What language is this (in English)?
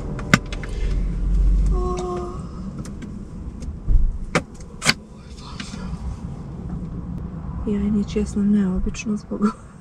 Croatian